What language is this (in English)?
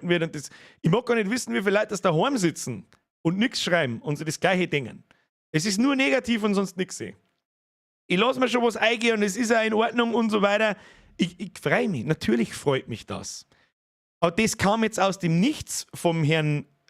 Bavarian